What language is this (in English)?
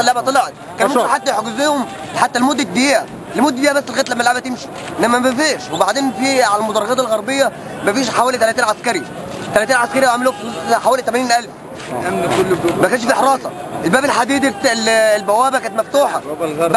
Egyptian Arabic